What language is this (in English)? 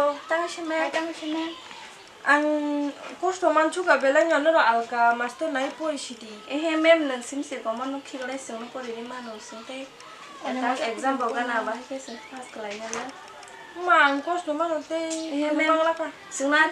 Kok Borok